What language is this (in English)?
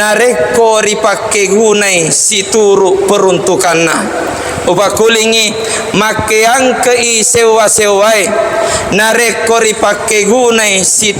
Buginese